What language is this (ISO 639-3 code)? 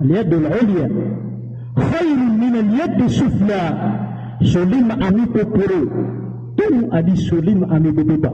mrw